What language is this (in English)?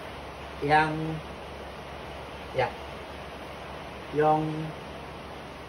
Min Nan Chinese